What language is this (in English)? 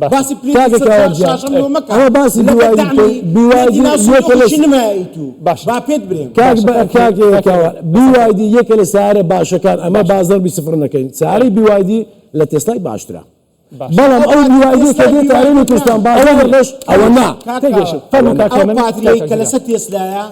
Central Kurdish